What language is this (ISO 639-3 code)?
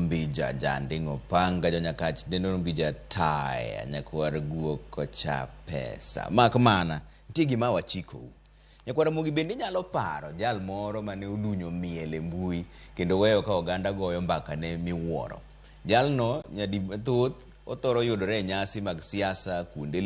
luo